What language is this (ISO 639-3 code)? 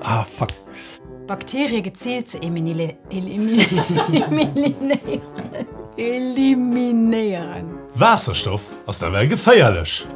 ltz